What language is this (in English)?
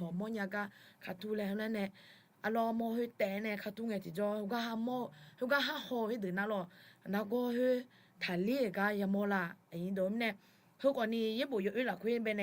Akha